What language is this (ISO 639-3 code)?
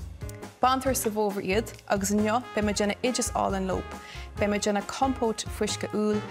gle